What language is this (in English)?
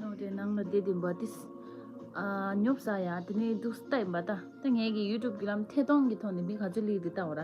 Tibetan